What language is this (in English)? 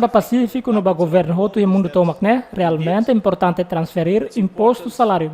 Tetum